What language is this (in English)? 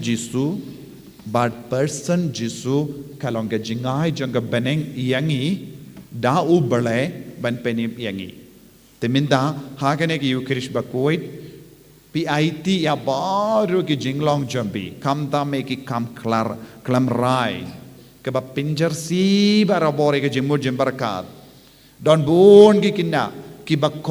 Khasi